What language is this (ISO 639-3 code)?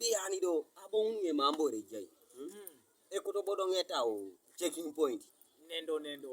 teo